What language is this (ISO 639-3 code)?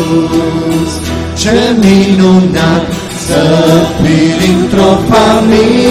ron